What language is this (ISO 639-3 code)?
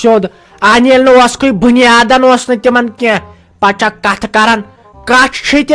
kas